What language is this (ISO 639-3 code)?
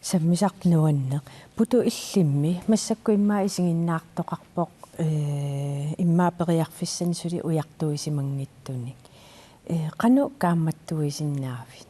kal